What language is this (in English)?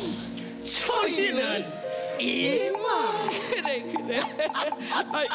Korean